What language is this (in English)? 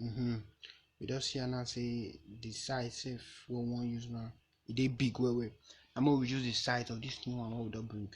Nigerian Pidgin